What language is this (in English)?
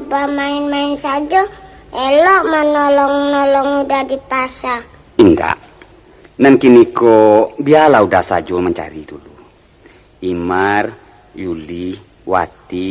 Minangkabau